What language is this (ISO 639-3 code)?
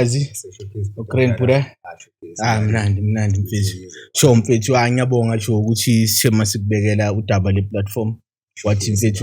zul